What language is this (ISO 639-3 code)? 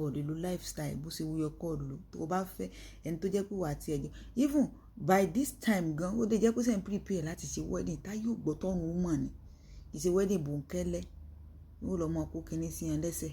yor